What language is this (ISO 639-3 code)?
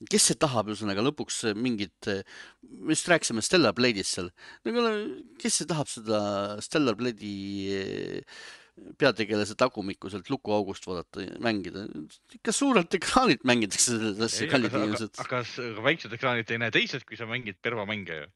est